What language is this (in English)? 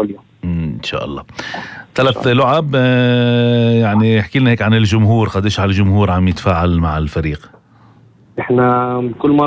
North Levantine Arabic